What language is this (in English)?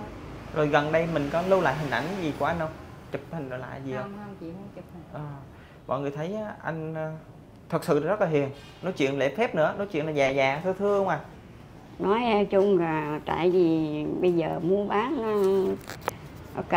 Vietnamese